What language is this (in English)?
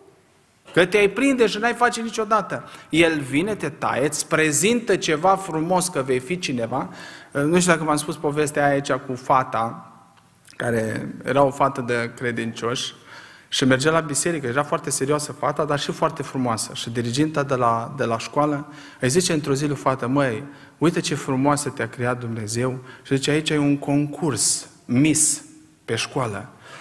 Romanian